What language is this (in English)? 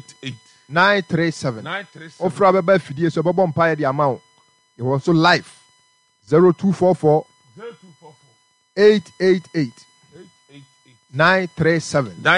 Akan